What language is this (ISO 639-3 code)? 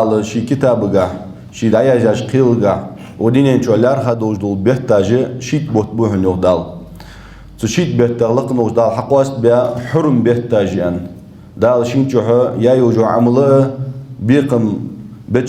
inh